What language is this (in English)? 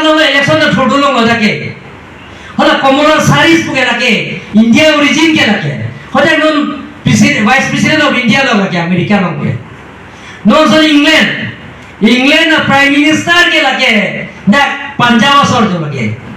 Karbi